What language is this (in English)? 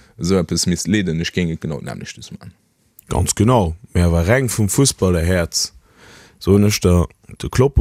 Luxembourgish